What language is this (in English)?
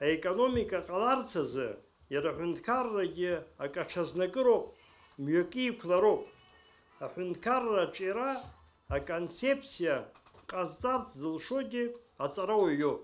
Abkhazian